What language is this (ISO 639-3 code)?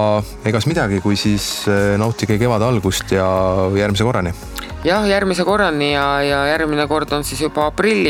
est